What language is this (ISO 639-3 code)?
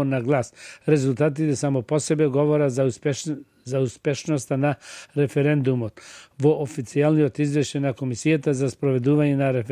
mkd